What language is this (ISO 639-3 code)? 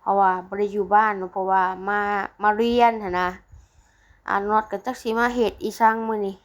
lao